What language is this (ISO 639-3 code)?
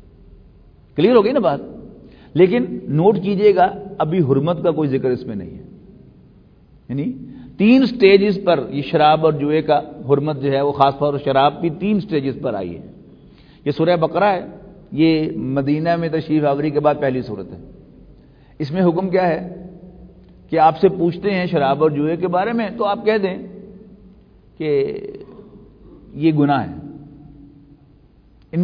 urd